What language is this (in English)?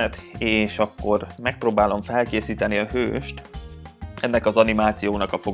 Hungarian